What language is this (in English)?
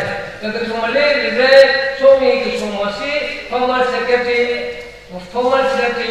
Tangkhul Naga (India)